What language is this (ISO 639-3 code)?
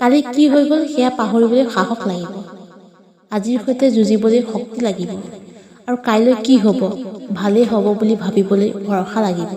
asm